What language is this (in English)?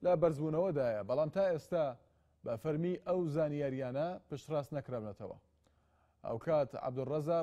Central Kurdish